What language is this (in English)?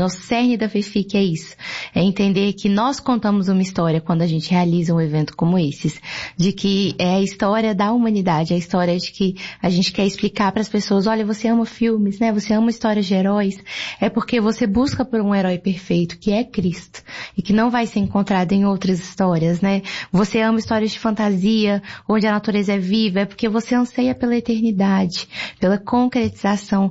Portuguese